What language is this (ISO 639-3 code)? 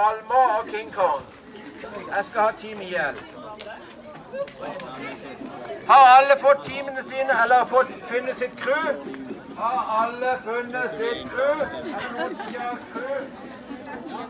nor